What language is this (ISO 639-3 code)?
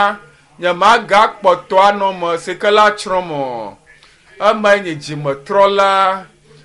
ewe